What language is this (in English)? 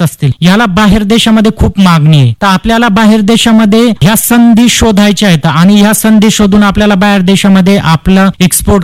Marathi